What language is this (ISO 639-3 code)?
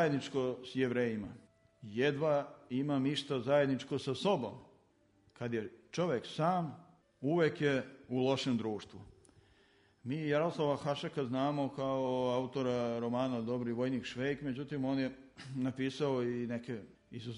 srp